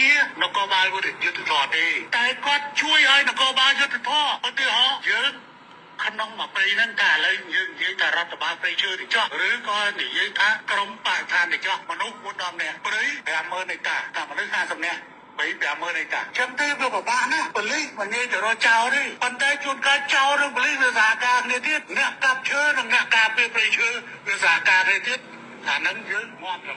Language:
Khmer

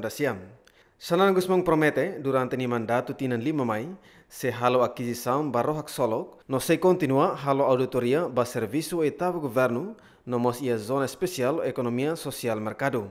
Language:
Tetum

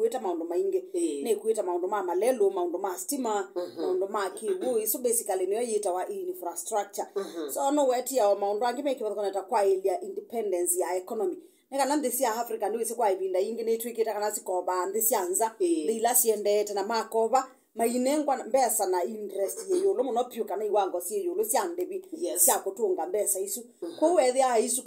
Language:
Kamba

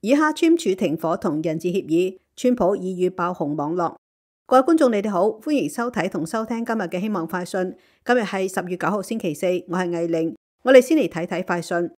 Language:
Cantonese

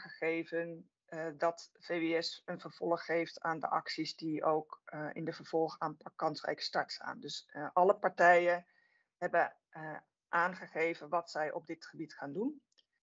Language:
Dutch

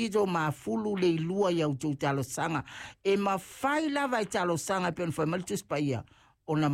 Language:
Samoan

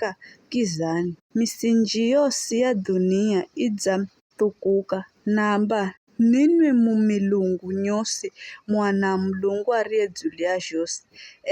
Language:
Giryama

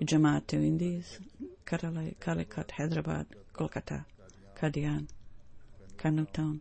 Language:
Bosnian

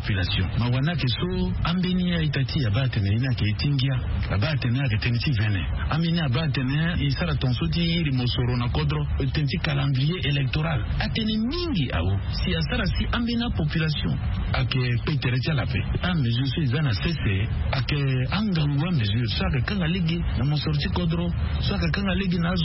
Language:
Sango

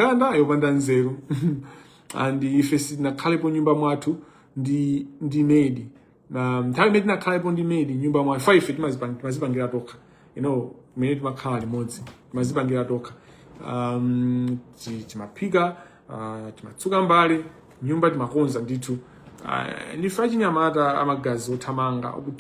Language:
Nyanja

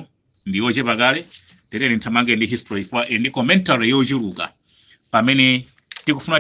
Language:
Nyanja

